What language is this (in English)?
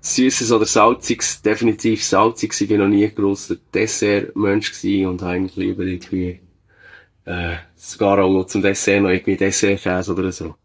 Swiss German